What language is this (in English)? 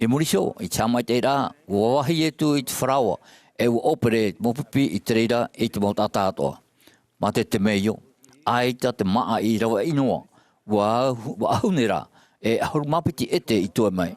Tahitian